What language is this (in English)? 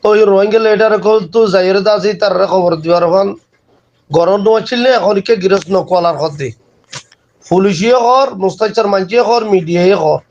Rohingya